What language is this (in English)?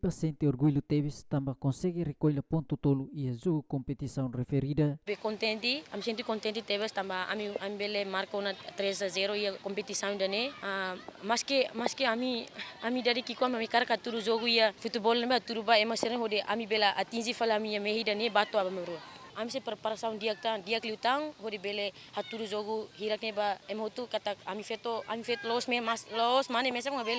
Tetum